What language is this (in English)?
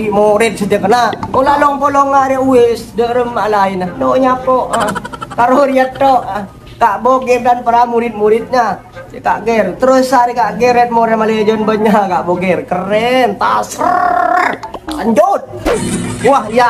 Madurese